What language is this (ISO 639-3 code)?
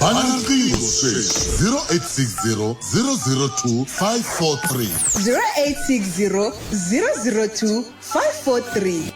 tso